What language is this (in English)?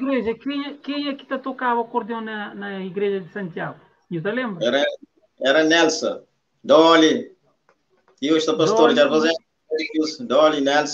Kabuverdianu